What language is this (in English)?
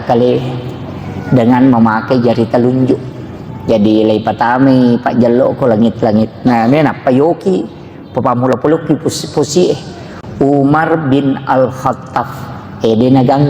Buginese